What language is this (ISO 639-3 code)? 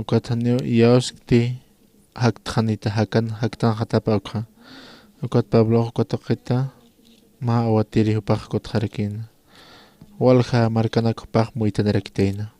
aym